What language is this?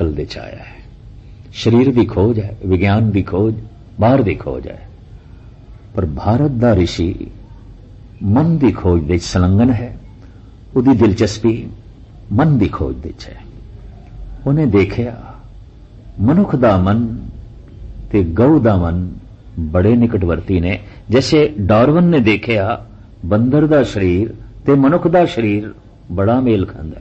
Punjabi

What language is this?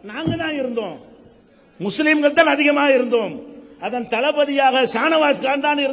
Tamil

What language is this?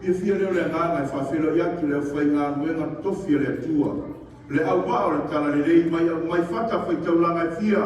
Samoan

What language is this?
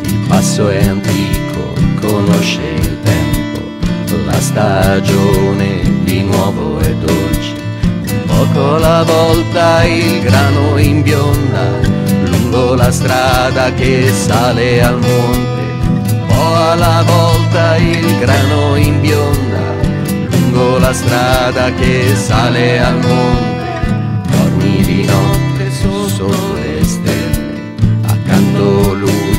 Italian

